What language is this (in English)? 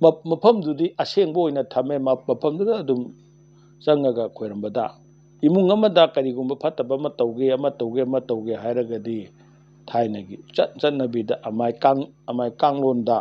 Manipuri